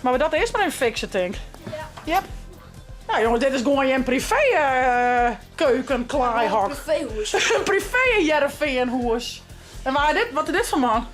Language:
Western Frisian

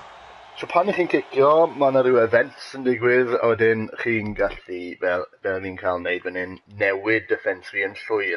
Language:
Welsh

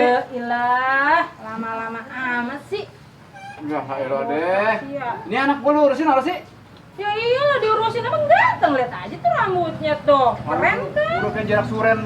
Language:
Betawi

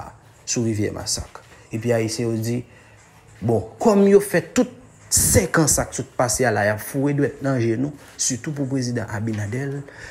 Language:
Haitian Creole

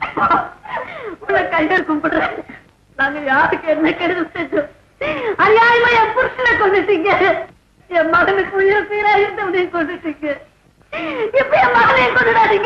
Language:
Tamil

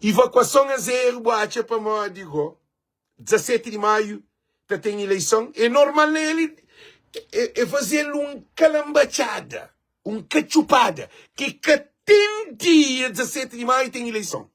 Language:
Kabuverdianu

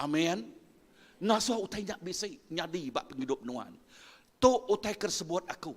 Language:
Iban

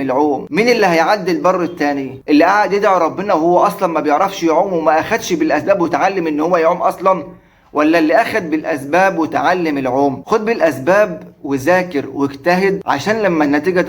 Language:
Egyptian Arabic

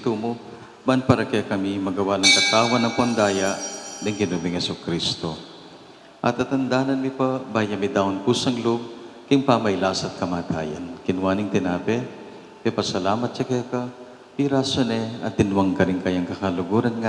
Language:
Pampanga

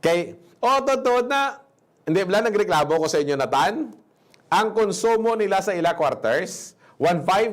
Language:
Hiligaynon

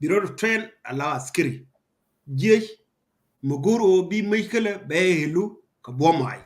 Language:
Nuer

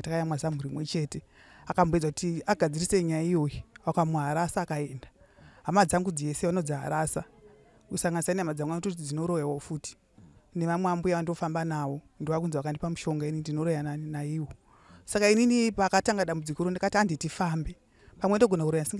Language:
Shona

